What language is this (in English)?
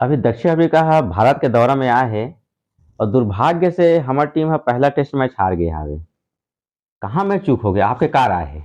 Chhattisgarhi